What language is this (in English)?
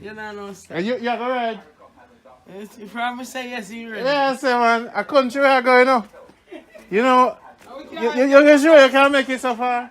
Jamaican Creole English